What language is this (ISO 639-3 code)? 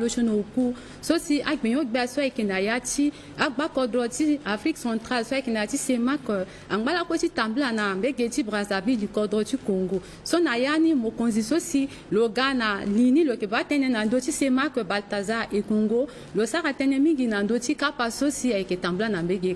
sag